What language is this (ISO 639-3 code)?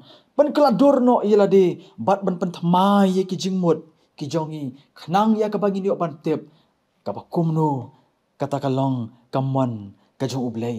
kha